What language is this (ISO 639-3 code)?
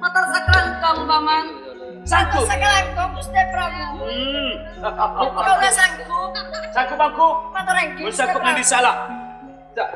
mad